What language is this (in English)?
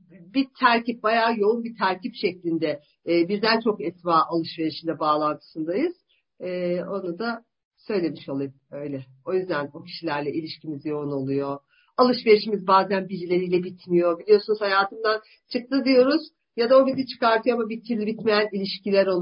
Turkish